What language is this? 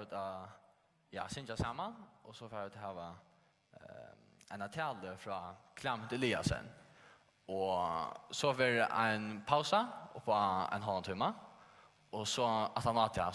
Faroese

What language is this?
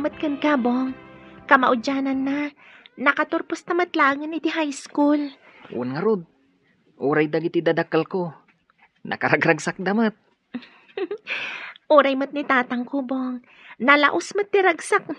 Iloko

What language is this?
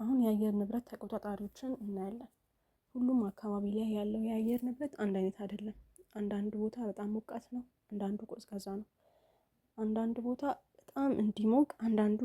Amharic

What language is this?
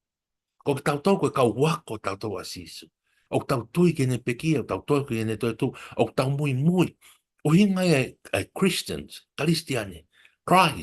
Tongan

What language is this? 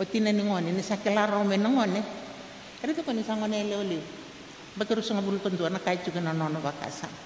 Fijian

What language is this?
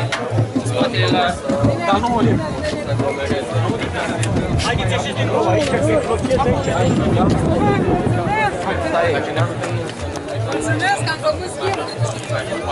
Romanian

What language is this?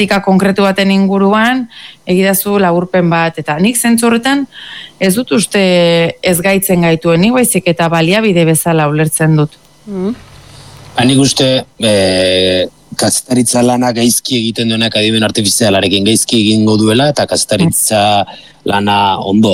Basque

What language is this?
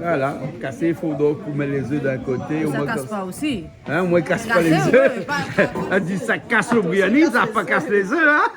Réunion Creole French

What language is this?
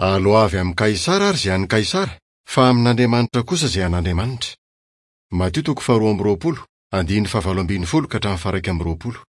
Malagasy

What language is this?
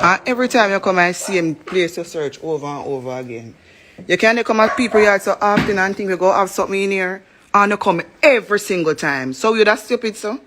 Jamaican Creole English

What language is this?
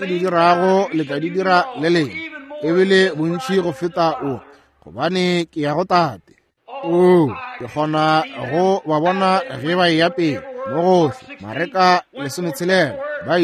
Northern Sotho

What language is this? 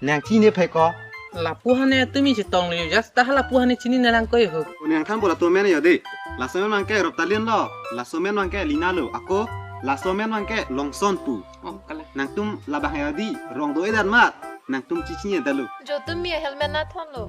Karbi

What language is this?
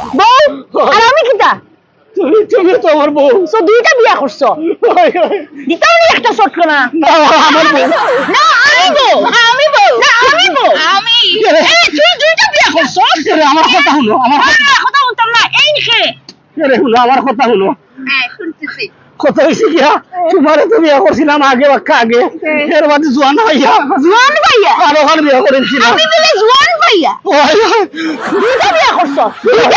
Sylheti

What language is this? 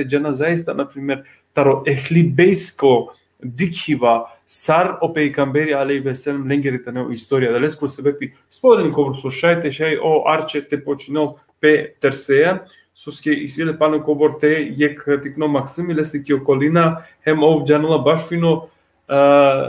Balkan Romani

